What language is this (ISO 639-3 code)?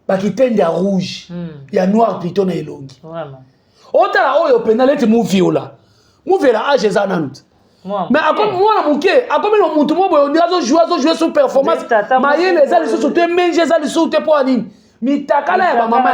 lin